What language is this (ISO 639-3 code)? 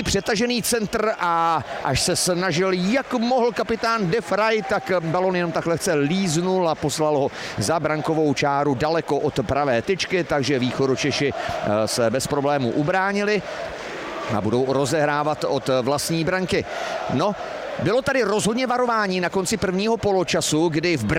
ces